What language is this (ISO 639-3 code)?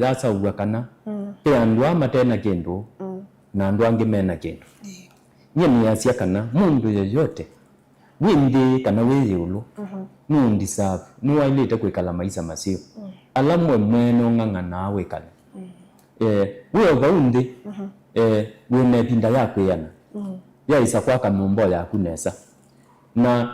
kam